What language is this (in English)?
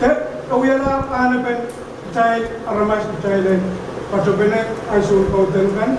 Pohnpeian